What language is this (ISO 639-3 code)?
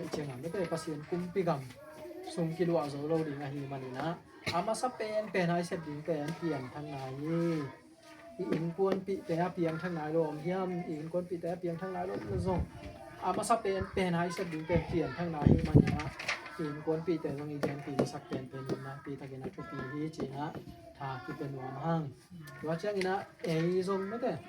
ctd